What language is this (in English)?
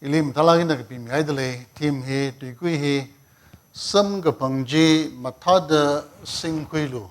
Tangkhul Naga (India)